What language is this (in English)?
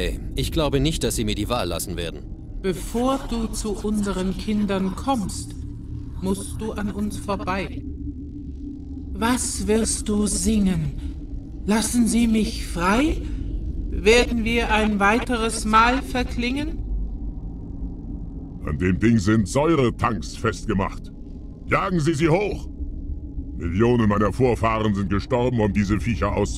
German